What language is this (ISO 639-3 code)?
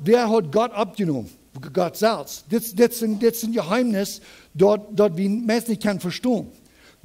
pdt